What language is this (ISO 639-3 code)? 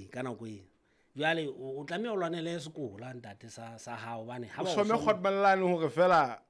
sot